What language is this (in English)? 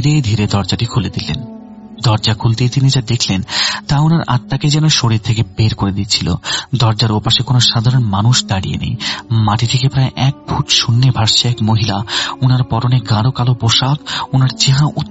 Bangla